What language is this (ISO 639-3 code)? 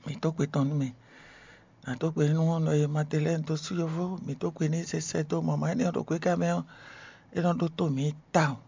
fon